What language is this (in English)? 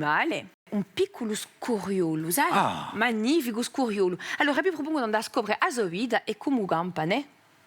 Corsican